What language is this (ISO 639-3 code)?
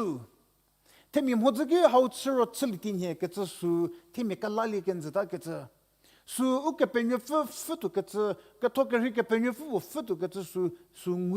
njm